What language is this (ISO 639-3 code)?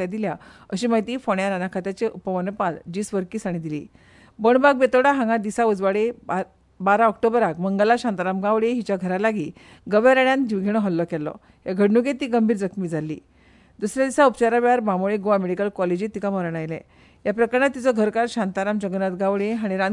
kok